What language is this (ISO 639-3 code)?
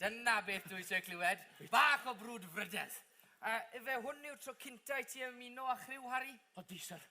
cym